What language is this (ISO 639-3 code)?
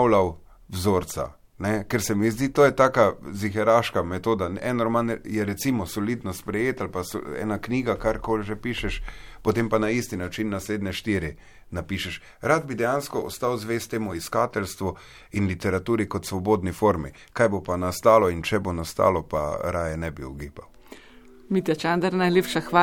slv